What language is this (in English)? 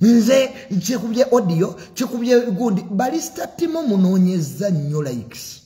Ganda